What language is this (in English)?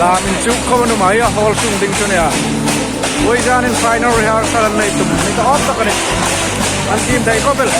Hmar